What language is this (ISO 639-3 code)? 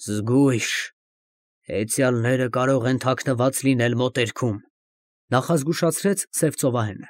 hye